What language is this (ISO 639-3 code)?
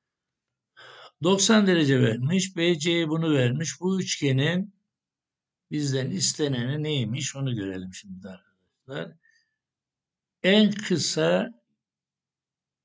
tur